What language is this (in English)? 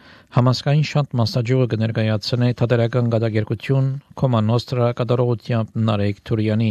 Armenian